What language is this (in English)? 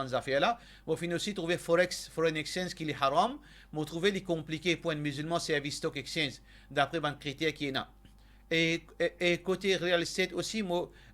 Morisyen